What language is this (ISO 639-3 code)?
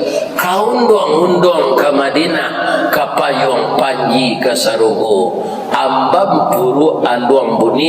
min